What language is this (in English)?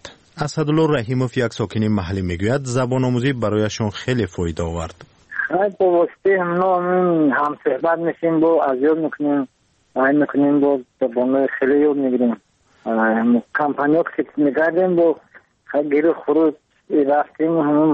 Persian